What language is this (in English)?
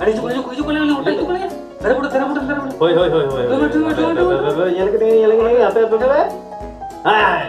Santali